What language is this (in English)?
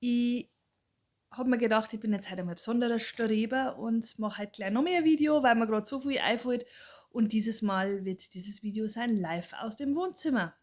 Bavarian